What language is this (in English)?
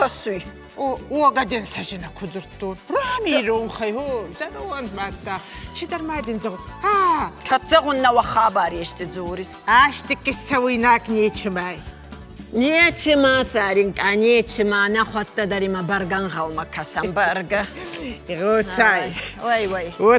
Ossetic